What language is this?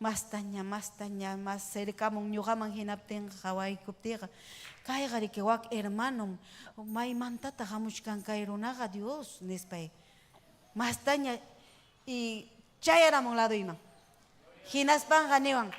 Ayacucho Quechua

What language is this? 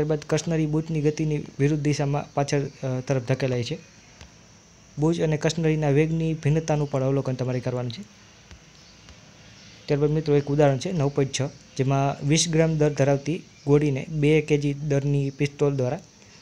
Gujarati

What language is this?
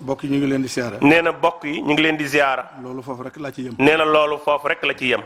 Wolof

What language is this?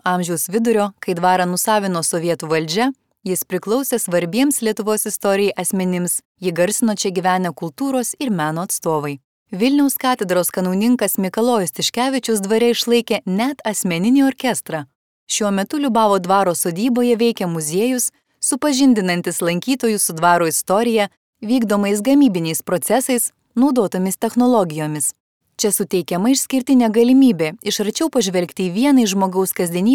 Lithuanian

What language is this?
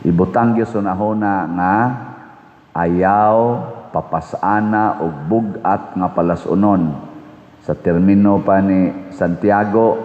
Cebuano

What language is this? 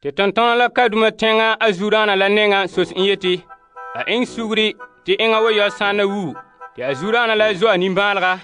Frafra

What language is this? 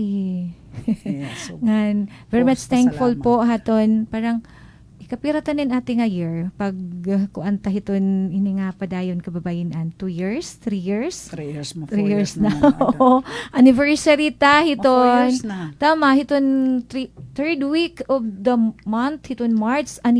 Waray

